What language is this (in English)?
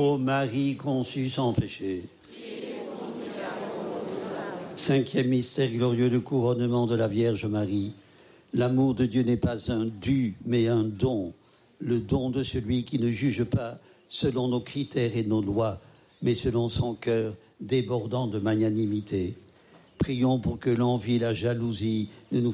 French